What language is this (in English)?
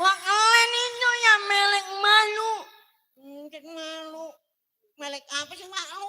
Betawi